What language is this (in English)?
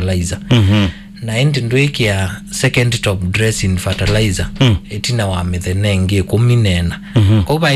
Kamba